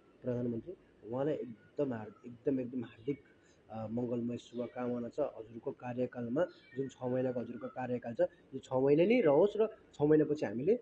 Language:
Nepali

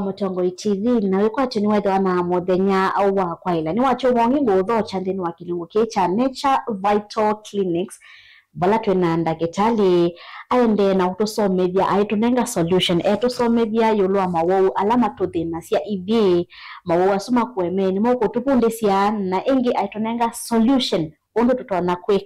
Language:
Kamba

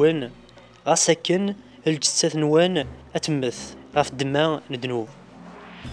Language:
Kabyle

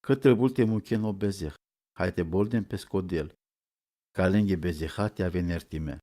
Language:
Romany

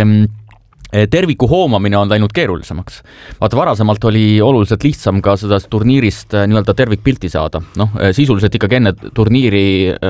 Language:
Estonian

